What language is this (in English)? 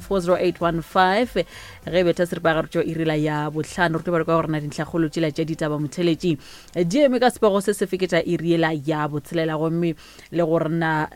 Northern Sotho